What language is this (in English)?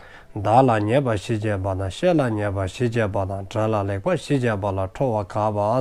Dzongkha